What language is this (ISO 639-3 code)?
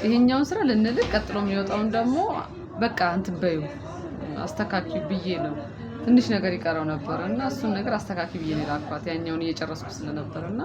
amh